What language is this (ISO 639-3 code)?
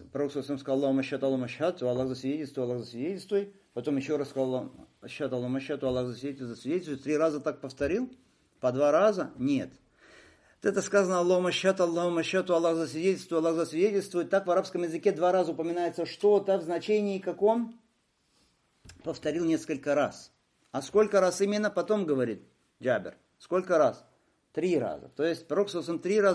rus